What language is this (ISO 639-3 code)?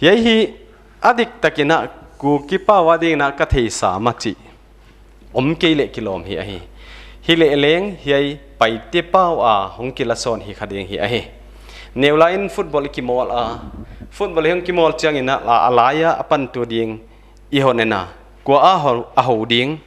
pck